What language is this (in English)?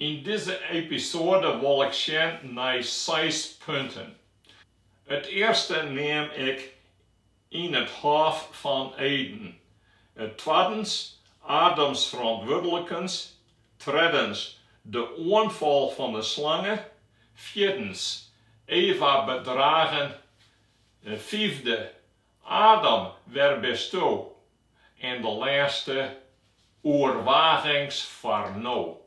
Western Frisian